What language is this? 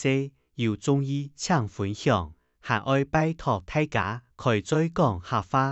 Hakka Chinese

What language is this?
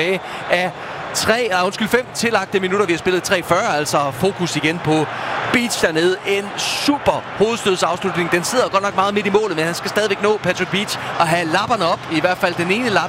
Danish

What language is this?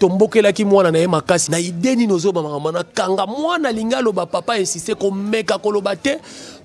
Lingala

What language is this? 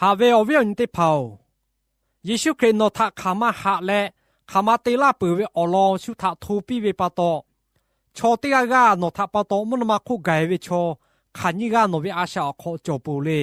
Lahu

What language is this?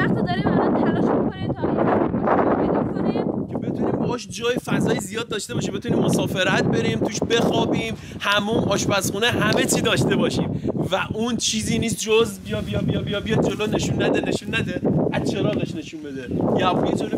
Persian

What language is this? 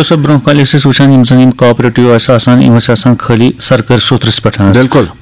Kashmiri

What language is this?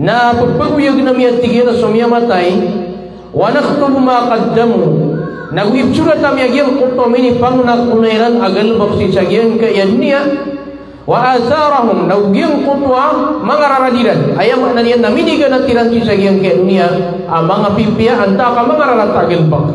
Maranao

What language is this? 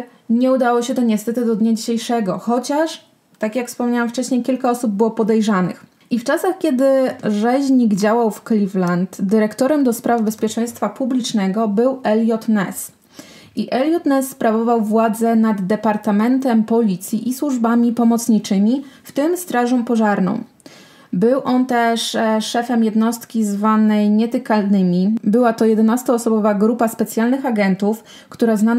Polish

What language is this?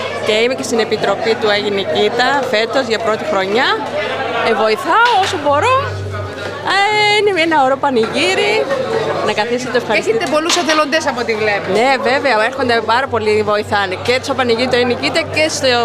Greek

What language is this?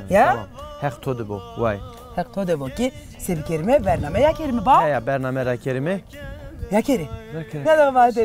Zaza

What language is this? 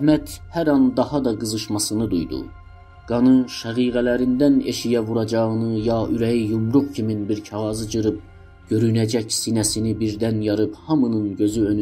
South Azerbaijani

